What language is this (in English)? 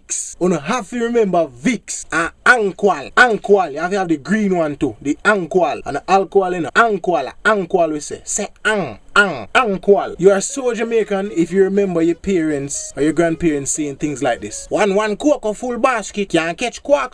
Jamaican Creole English